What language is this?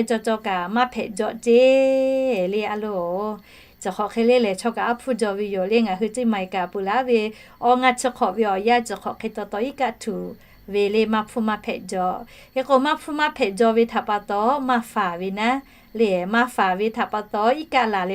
Lahu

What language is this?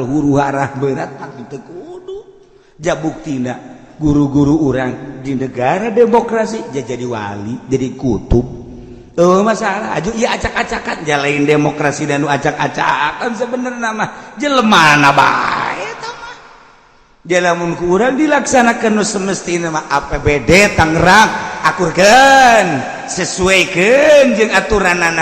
Sundanese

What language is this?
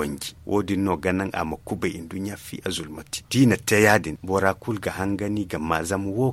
Zarma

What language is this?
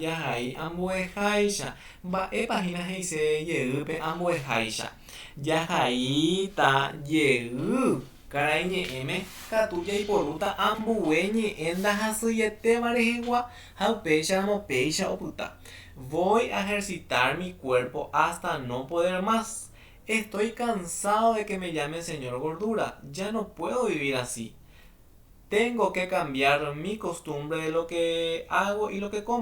Guarani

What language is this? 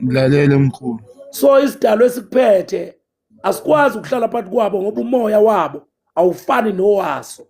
Zulu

